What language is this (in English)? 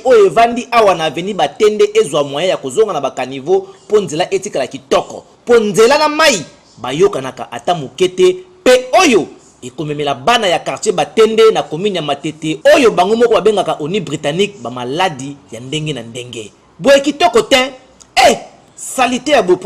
Lingala